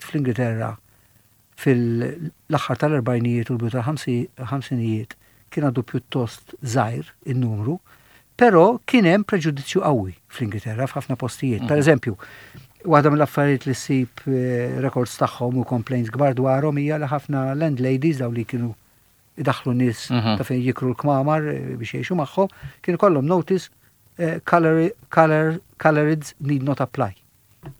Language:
Maltese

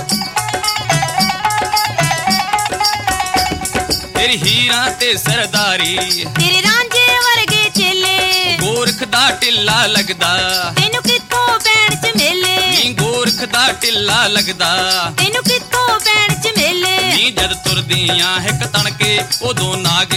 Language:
Punjabi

